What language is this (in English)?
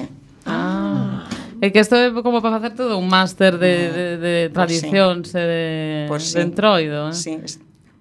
Galician